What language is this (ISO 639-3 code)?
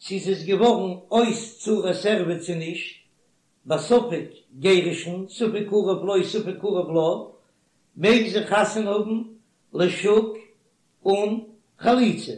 yid